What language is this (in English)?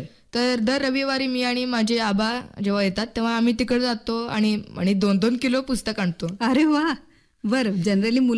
Marathi